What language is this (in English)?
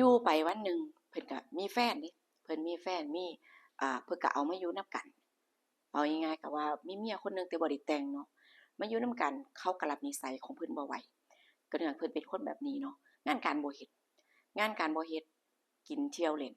Lao